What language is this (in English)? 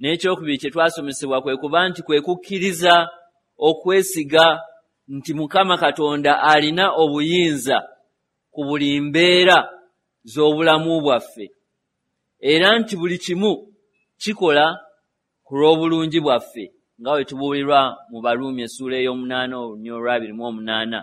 Ganda